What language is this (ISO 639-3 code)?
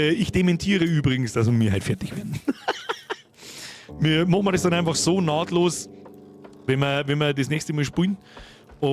bar